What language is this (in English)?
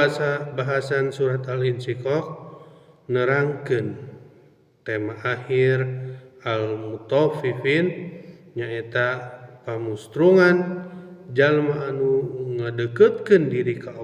Sundanese